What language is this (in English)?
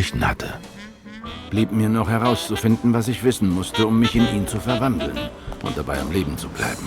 Swiss German